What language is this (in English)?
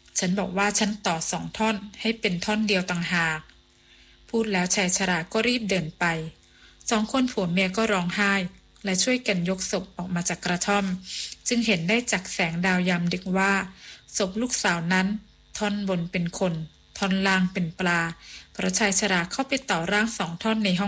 Thai